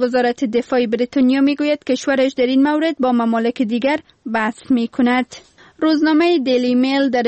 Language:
Persian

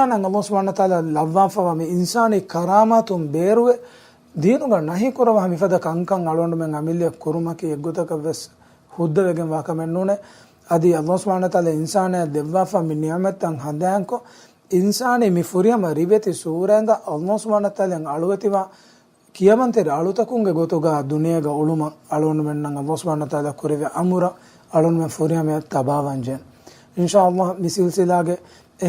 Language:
Divehi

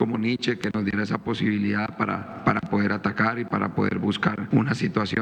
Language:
Spanish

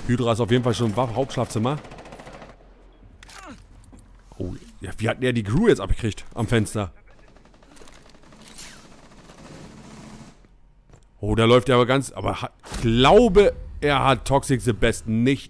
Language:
German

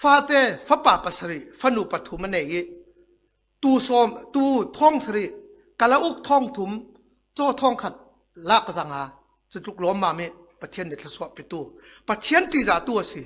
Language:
Falam Chin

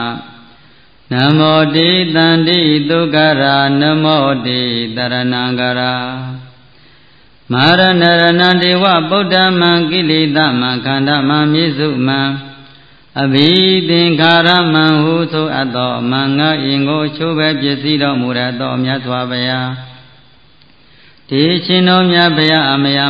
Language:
Burmese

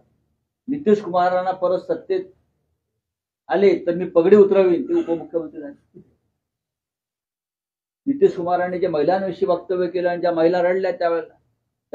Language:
Marathi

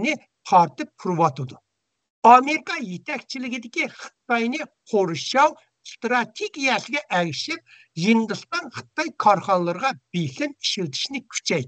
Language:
Uyghur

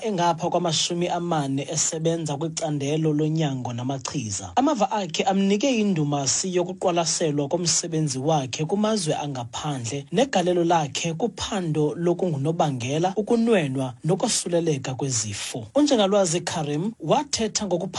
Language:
Xhosa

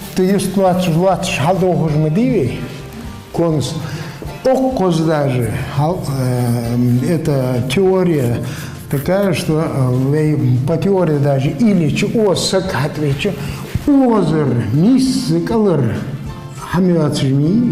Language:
Ingush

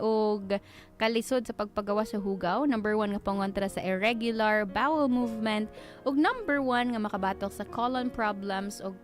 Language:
Cebuano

